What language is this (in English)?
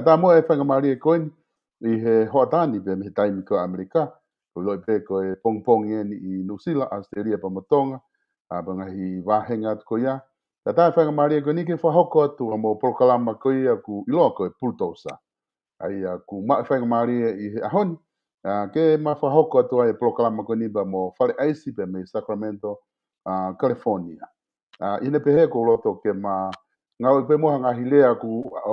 Tongan